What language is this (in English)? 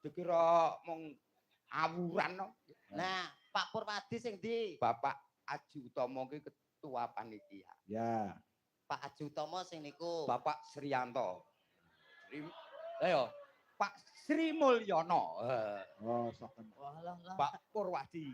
Javanese